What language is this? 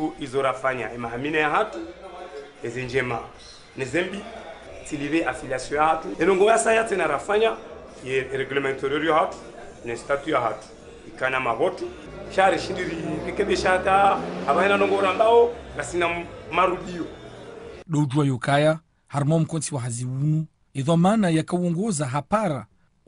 Ngazidja Comorian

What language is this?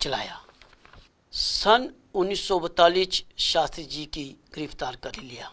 Dogri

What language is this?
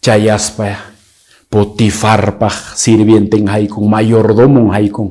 Quechua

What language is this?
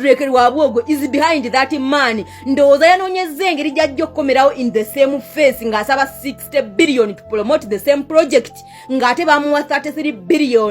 Ganda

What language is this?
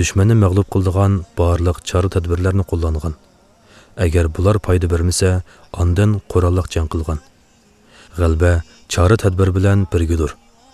Uyghur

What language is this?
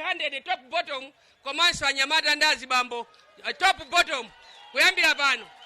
Nyanja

